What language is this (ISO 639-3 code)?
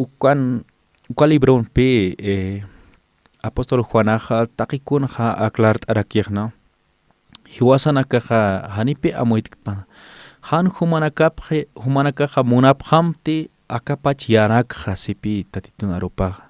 aym